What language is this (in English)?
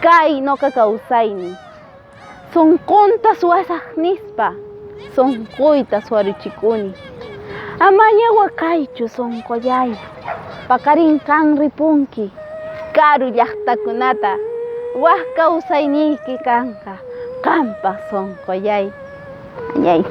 Quechua